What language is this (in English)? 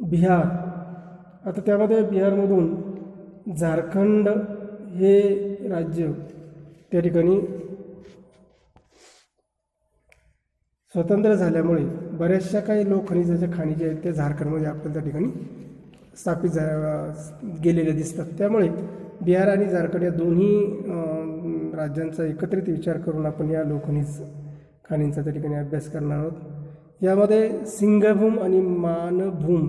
Marathi